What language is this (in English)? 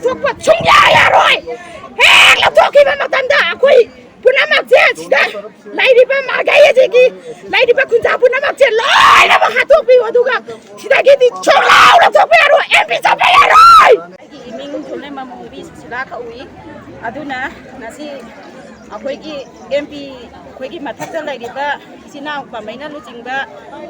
Manipuri